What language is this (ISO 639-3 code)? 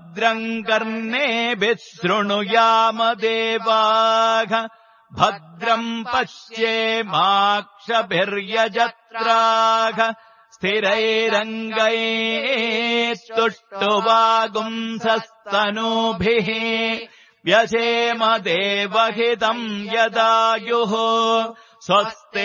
san